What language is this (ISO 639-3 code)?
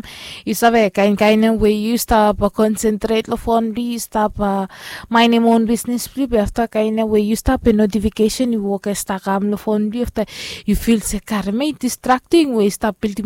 bis